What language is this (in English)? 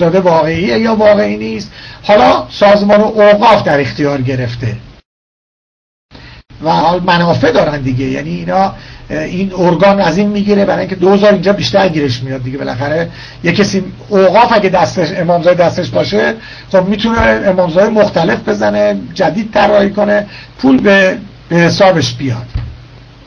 Persian